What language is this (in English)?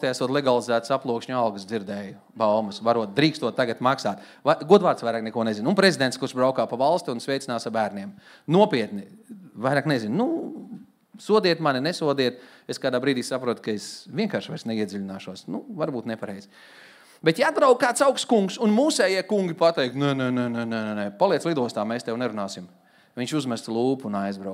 Latvian